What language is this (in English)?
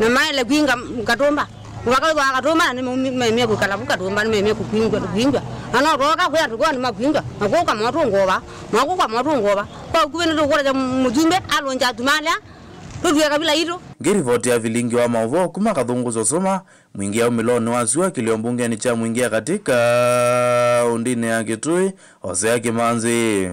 Kamba